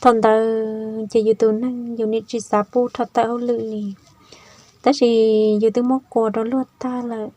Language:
Hmong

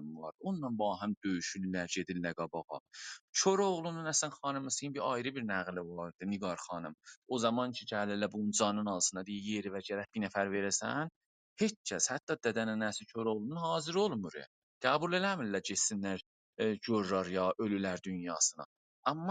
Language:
South Azerbaijani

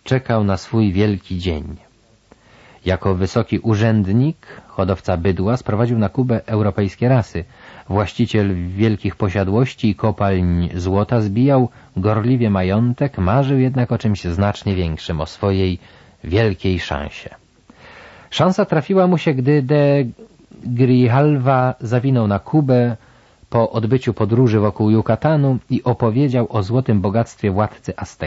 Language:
Polish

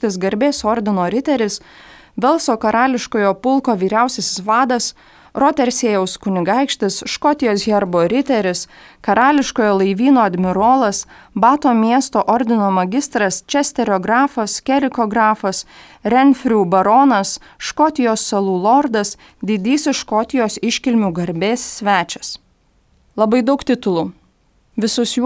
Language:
Lithuanian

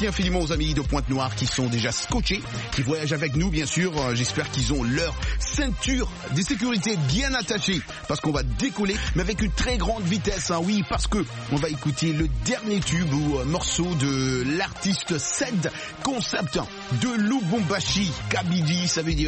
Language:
French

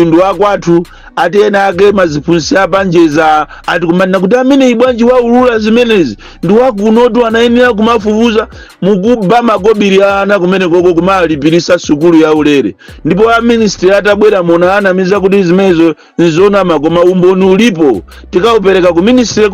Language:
Nyanja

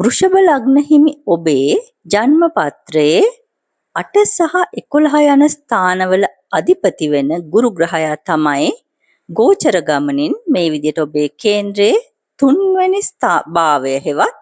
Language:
Sinhala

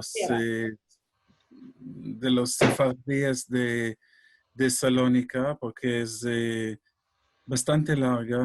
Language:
Ladino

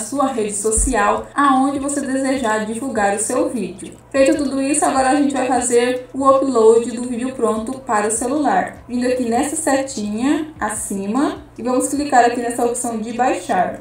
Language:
Portuguese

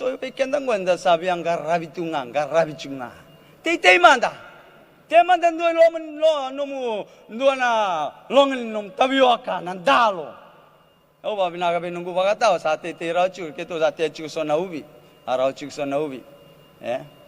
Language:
Fijian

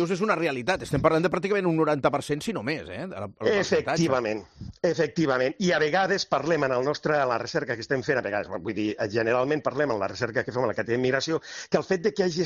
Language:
Catalan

